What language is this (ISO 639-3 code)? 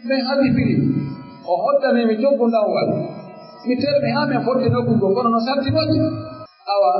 fuf